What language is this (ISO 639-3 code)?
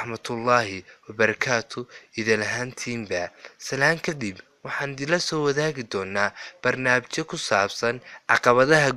som